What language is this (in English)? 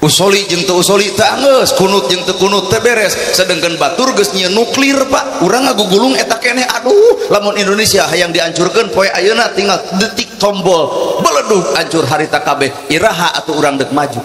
Sundanese